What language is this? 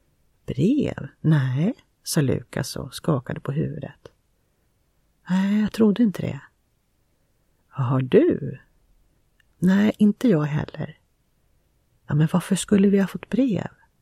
Swedish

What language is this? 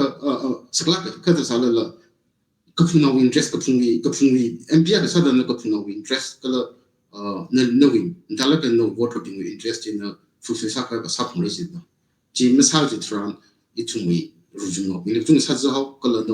Tangkhul Naga (India)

